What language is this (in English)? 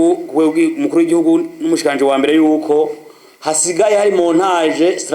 Rundi